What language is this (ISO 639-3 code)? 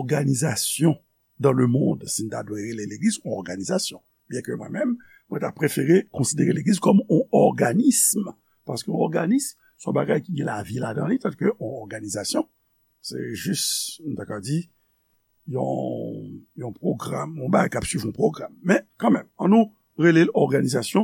hat